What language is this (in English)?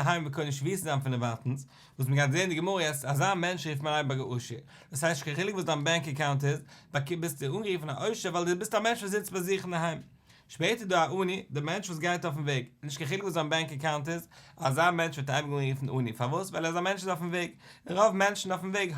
Yiddish